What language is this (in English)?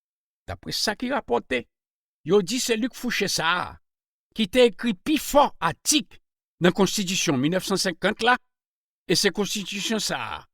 Haitian Creole